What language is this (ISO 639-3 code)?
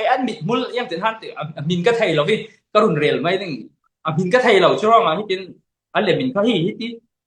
cfm